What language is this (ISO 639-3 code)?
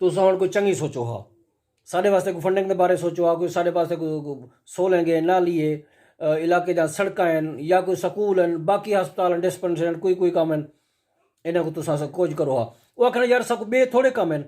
skr